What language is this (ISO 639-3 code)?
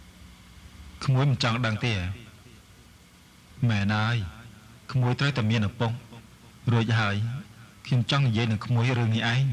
khm